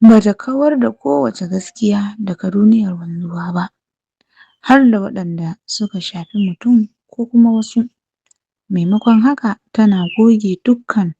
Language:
Hausa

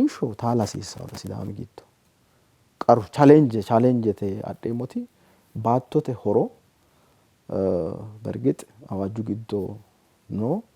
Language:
Sidamo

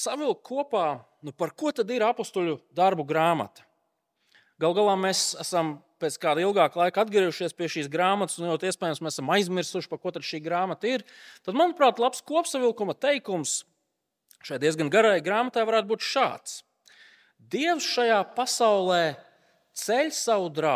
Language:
Latvian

